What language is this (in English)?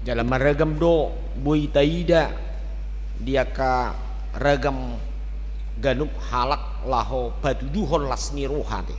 Batak Toba